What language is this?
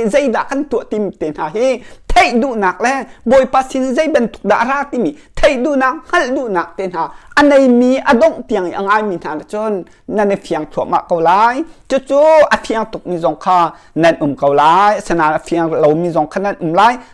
Hakha Chin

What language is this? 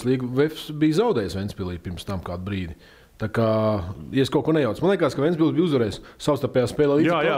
Latvian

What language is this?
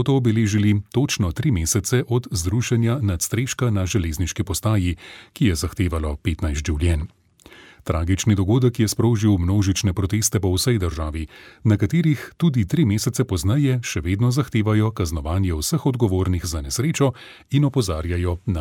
Slovenian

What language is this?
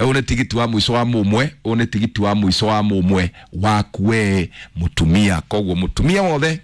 Kikuyu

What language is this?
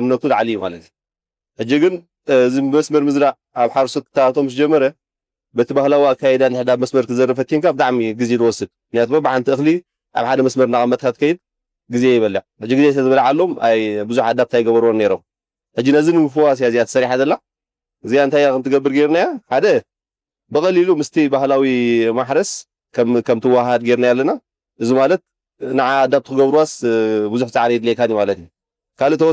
Tigrinya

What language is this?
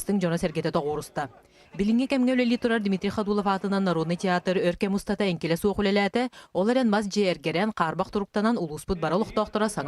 Yakut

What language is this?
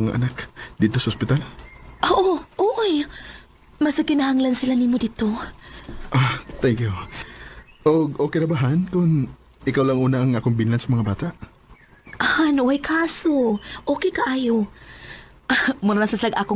Cebuano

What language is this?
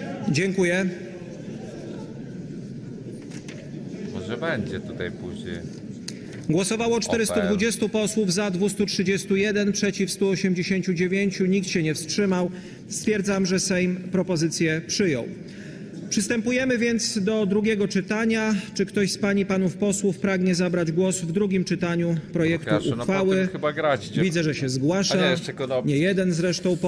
Polish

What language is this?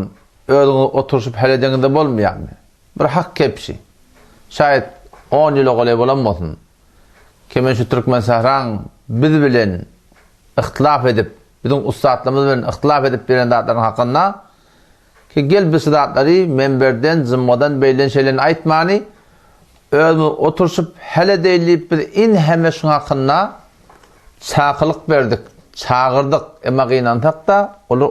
Turkmen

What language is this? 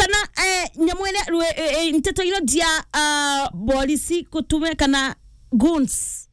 Meru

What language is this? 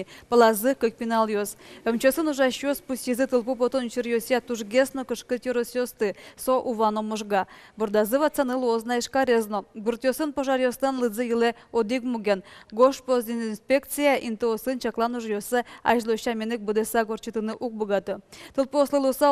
Udmurt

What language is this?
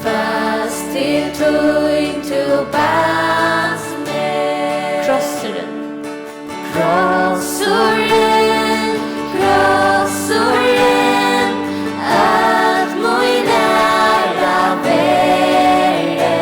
Faroese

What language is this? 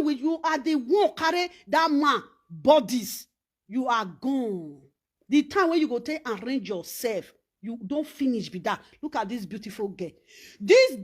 Nigerian Pidgin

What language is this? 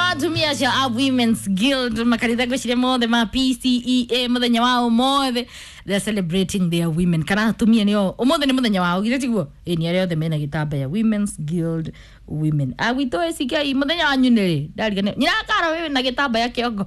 Kikuyu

